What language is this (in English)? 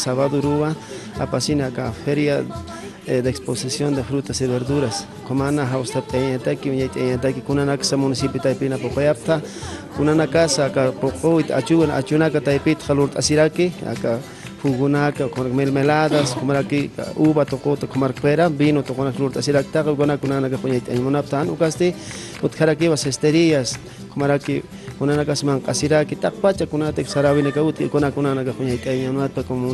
Aymara